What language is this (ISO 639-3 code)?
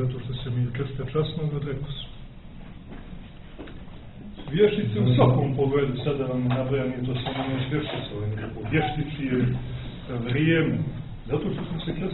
srp